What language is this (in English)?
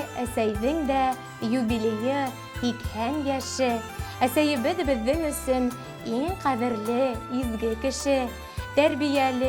Bashkir